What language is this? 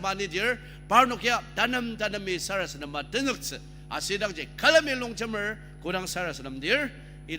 Ao Naga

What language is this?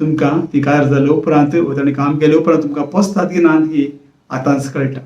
Konkani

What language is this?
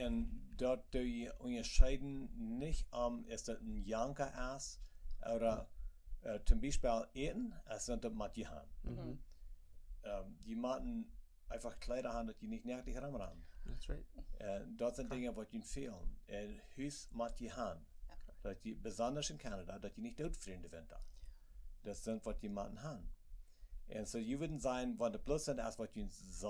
Plautdietsch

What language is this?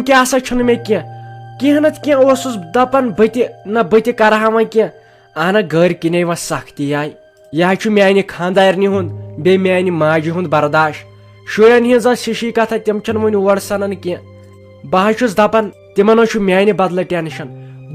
Kashmiri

